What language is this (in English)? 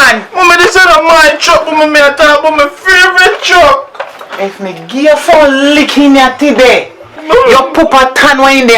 Jamaican Creole English